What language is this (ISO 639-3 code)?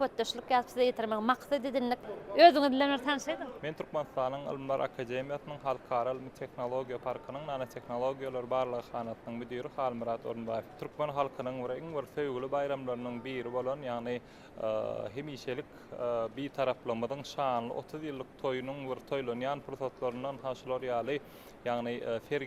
tuk